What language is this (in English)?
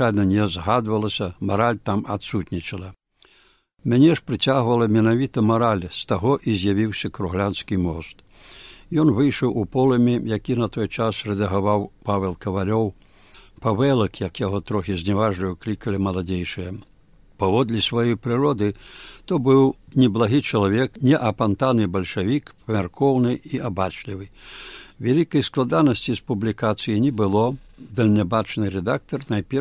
Belarusian